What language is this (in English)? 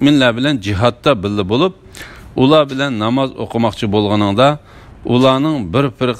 Uyghur